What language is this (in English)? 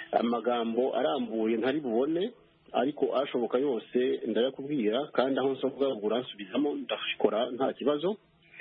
Kinyarwanda